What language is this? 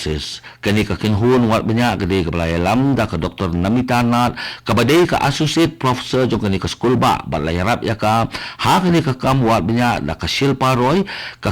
Khasi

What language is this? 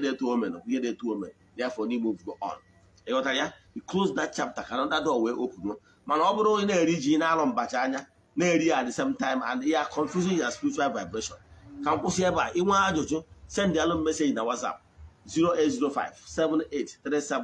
Igbo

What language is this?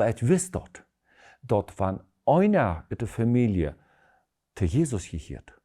Plautdietsch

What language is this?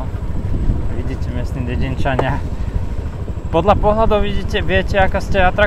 Slovak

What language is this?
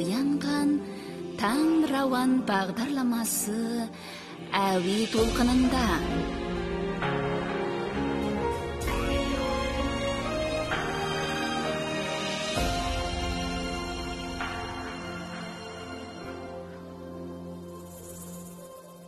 Kazakh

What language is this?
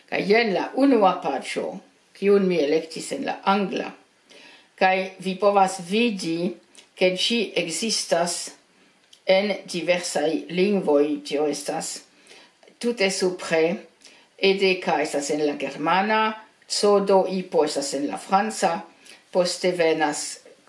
Esperanto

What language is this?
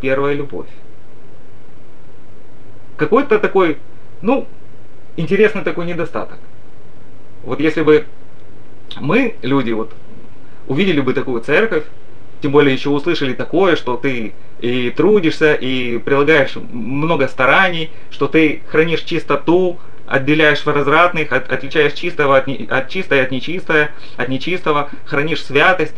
Russian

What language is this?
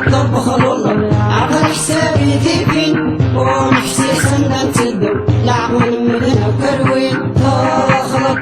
Kabyle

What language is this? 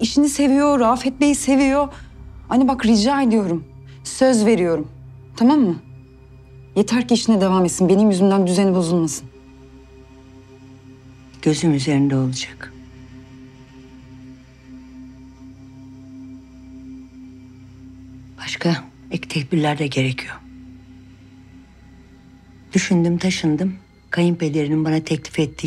Turkish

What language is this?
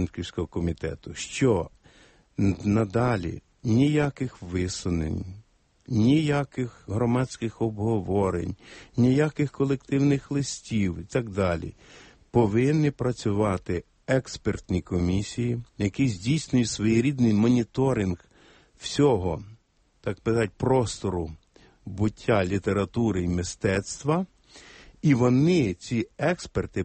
Ukrainian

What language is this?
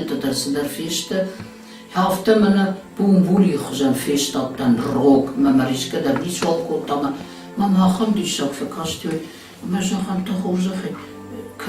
Ossetic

